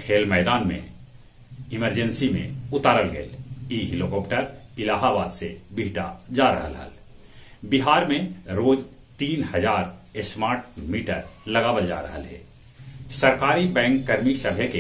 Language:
Magahi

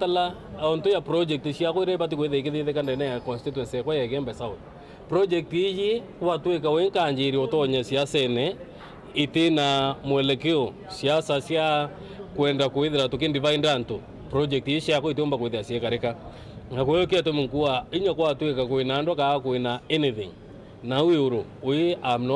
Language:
Meru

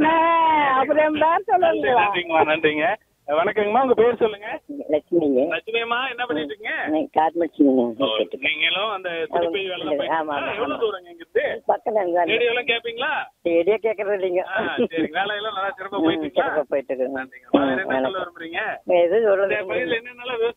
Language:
Tamil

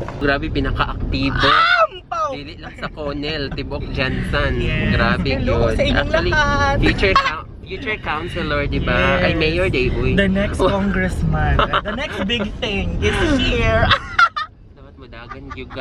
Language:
Cebuano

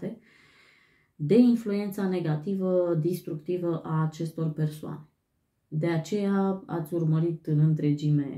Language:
Romanian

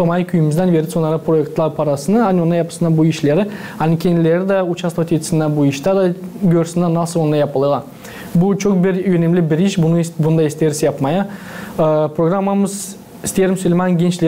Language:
Gagauz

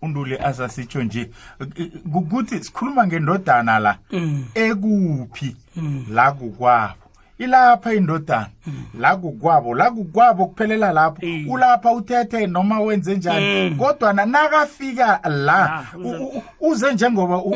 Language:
South Ndebele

